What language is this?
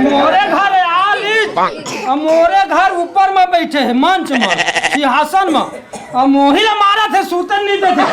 Chhattisgarhi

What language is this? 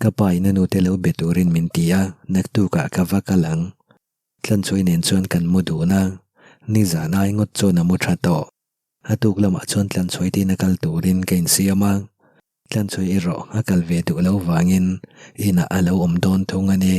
Mizo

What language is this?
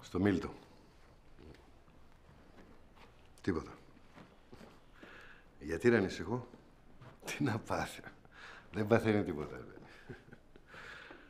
Greek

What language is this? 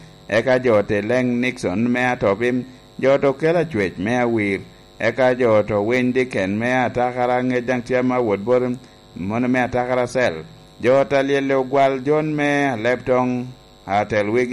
Lango (Uganda)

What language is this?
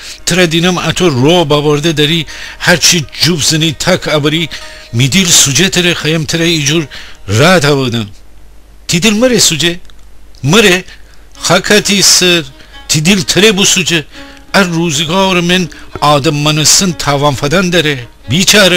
Gilaki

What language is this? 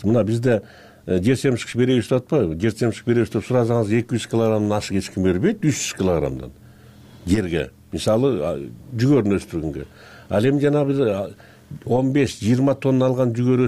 Kyrgyz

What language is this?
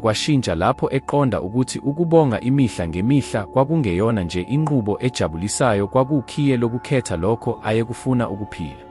Zulu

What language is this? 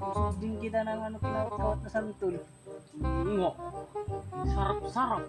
Waray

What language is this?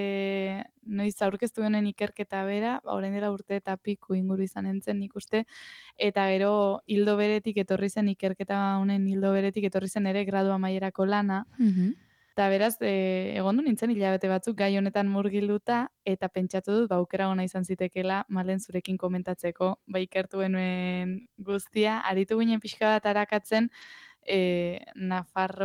Basque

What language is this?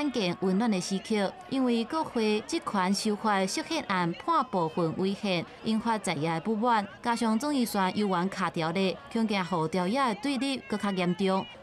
Min Nan Chinese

